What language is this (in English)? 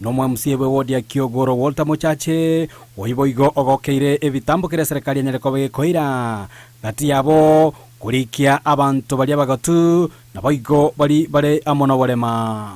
Gusii